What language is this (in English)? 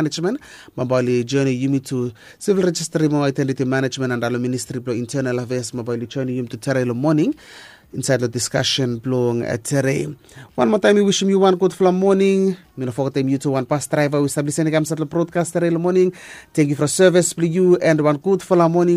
Bislama